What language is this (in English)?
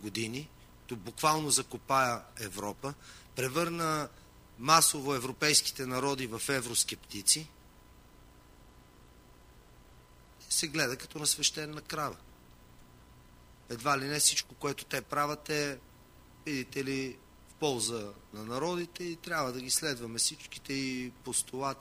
Bulgarian